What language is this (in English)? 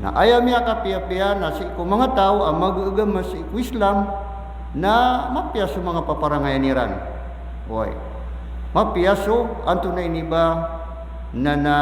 Maranao